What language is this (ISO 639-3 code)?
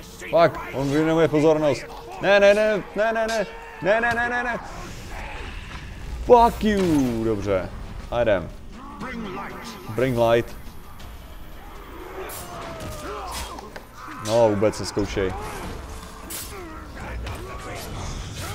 ces